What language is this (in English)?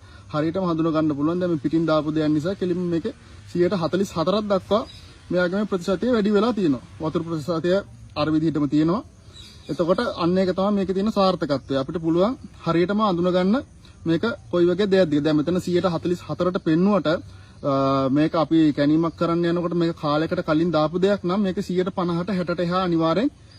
Sinhala